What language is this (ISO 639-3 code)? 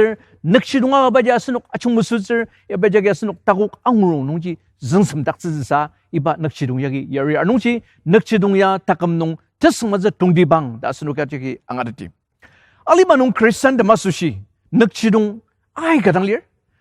njo